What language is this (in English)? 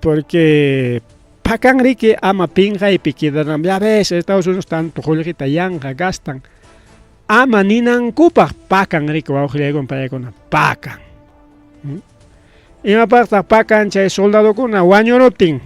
Ayacucho Quechua